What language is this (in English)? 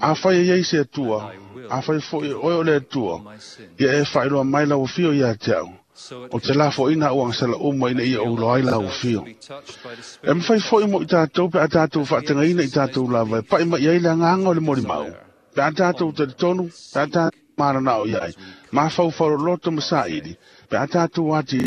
Samoan